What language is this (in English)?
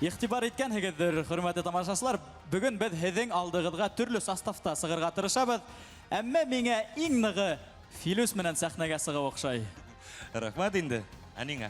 Bashkir